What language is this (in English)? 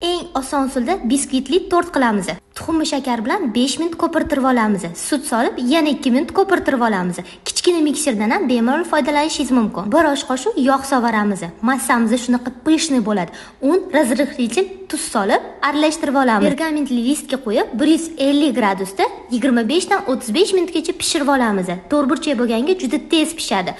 Uzbek